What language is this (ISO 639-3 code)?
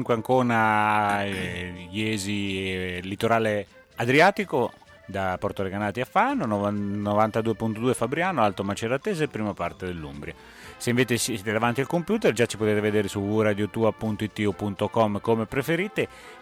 ita